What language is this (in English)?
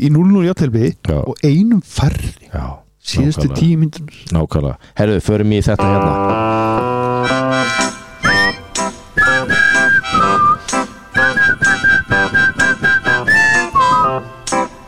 Icelandic